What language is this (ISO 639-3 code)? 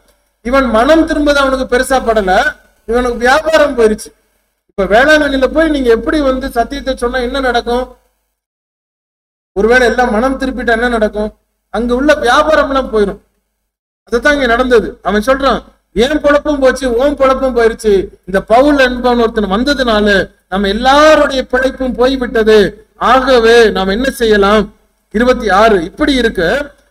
tam